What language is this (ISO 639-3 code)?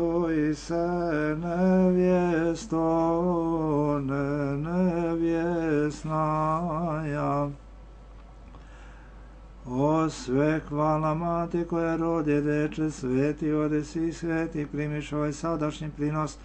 srp